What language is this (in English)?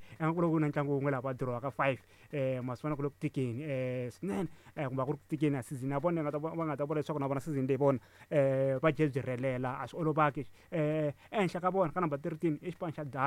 Tsonga